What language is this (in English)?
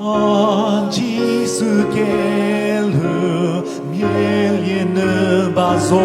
Chokri Naga